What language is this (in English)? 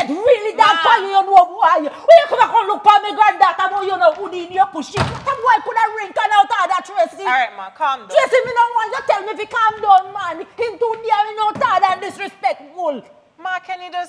Jamaican Creole English